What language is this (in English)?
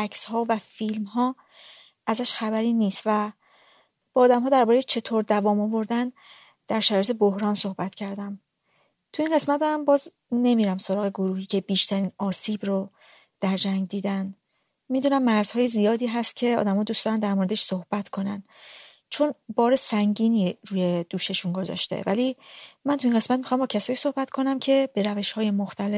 Persian